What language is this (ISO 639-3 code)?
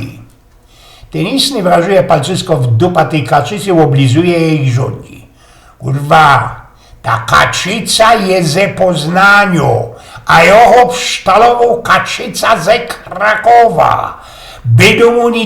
szl